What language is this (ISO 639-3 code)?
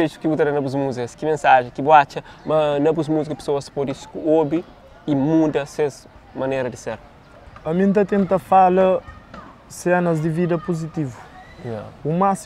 kea